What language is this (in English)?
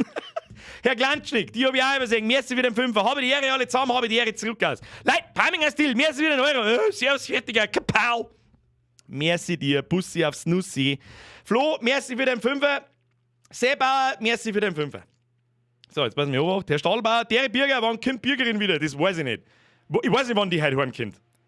Bavarian